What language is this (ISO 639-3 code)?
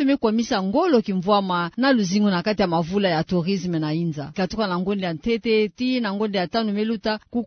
ktu